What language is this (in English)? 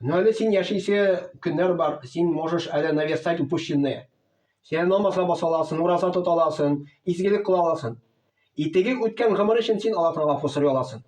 Tatar